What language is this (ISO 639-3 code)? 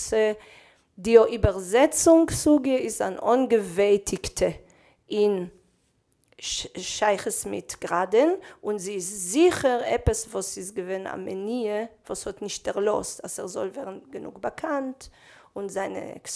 yid